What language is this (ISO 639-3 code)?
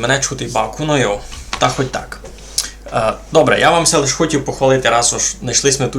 rue